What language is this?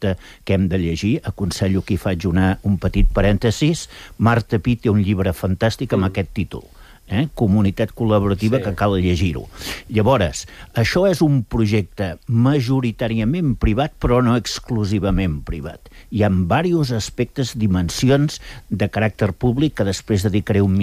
Catalan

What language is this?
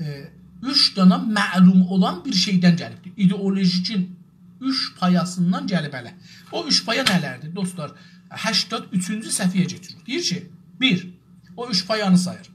South Azerbaijani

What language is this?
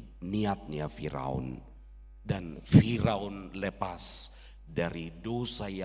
Batak Toba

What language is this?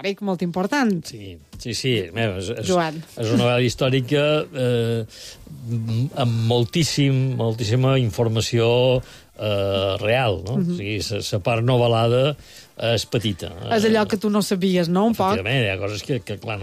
Catalan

